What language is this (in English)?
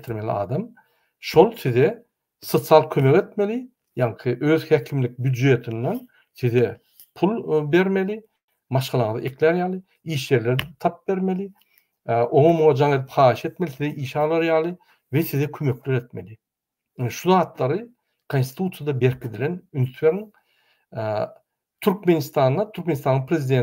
Turkmen